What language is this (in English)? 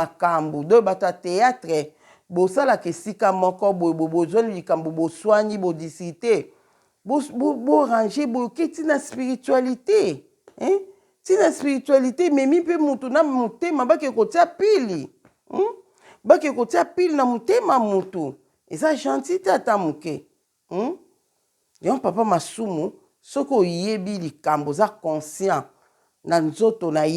Lingala